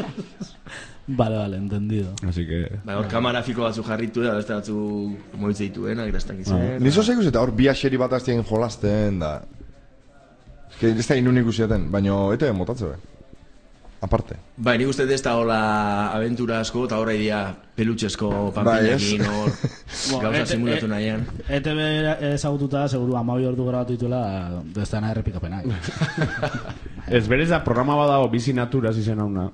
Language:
Basque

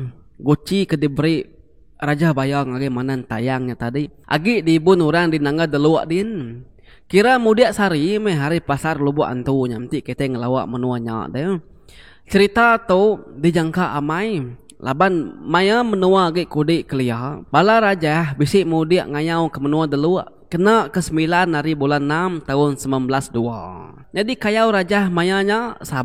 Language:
Iban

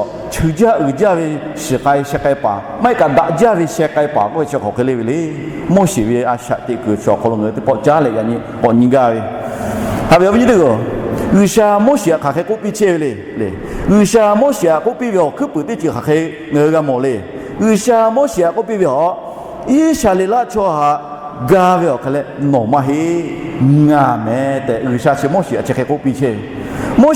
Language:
Lahu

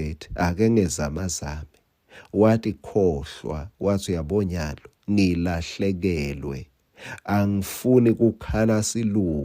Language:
Swati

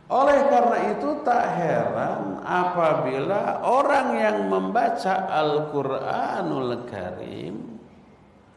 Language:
Indonesian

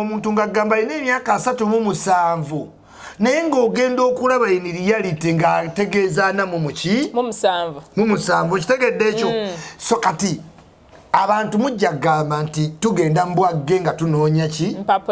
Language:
Ganda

